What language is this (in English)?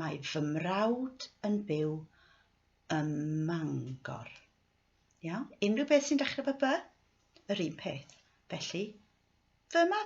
Welsh